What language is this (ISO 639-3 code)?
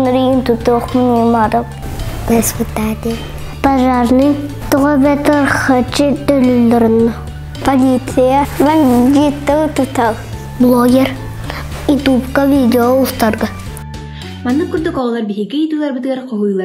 sah